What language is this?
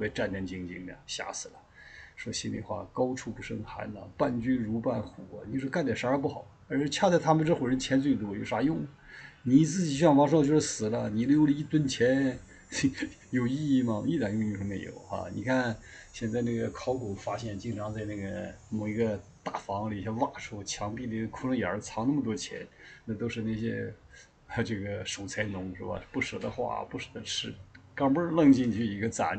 Chinese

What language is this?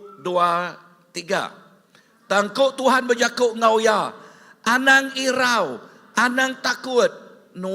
Iban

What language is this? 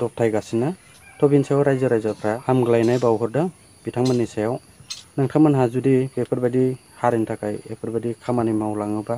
Bodo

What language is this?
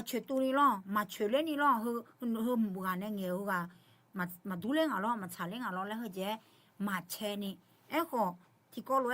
Akha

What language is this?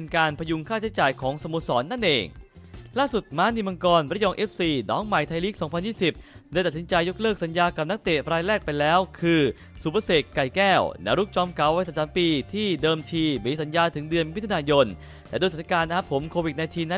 Thai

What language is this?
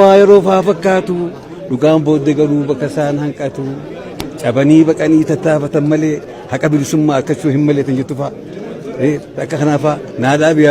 Oromo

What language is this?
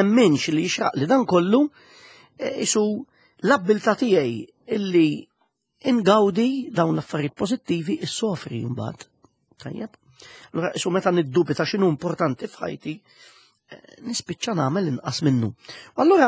Maltese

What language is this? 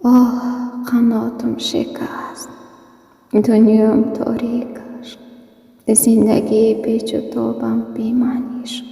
Tajik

